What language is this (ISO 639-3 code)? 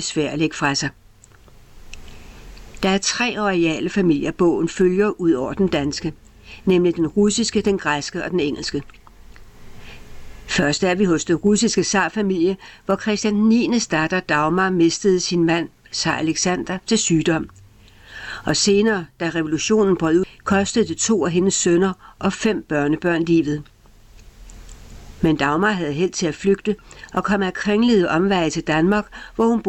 dan